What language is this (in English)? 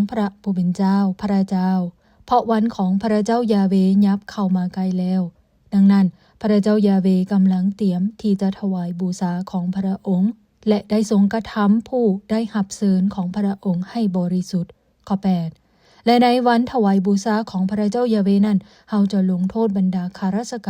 Lao